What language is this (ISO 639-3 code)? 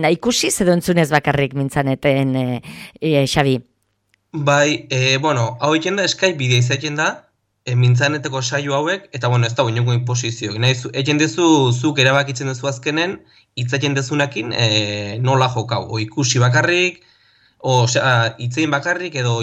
eus